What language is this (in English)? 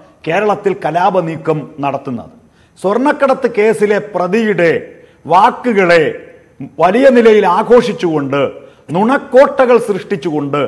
Malayalam